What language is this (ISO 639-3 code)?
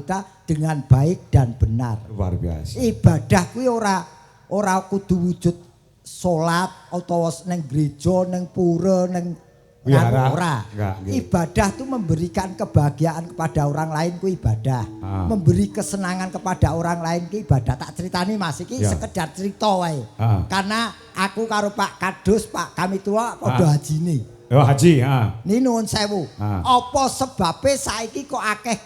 jav